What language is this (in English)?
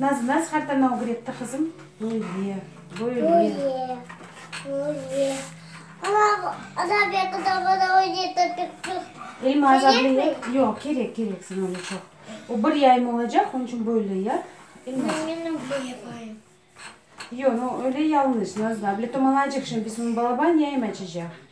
Crimean Tatar